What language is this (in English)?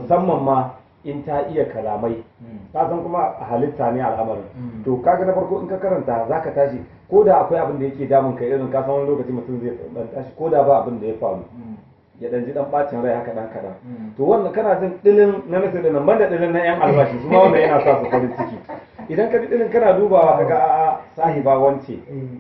Hausa